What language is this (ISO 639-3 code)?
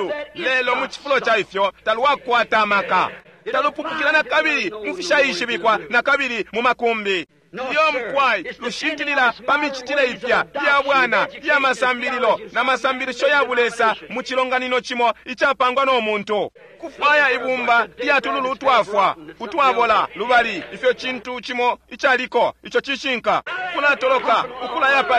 bem